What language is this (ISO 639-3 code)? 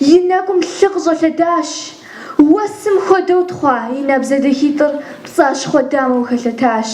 kbd